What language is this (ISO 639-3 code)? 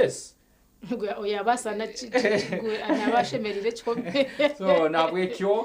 nyn